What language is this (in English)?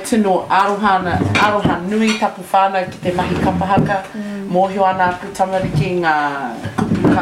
Māori